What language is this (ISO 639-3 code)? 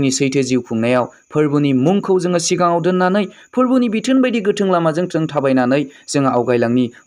brx